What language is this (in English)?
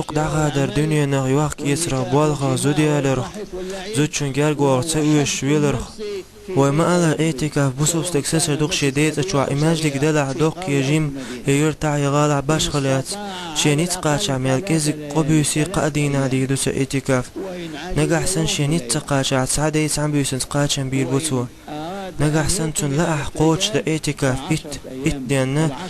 Chechen